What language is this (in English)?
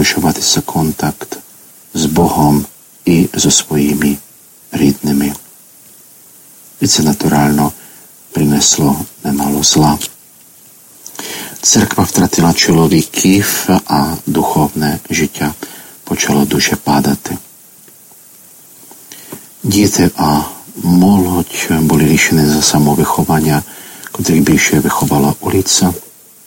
Ukrainian